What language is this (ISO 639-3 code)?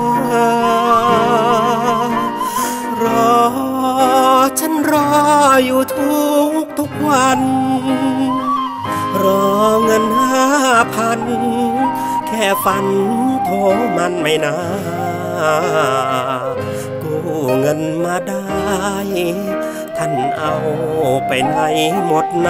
tha